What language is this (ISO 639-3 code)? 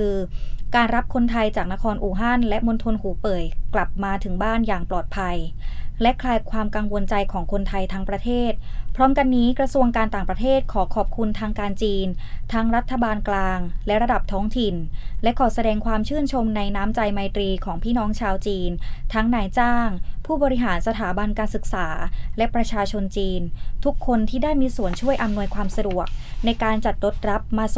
tha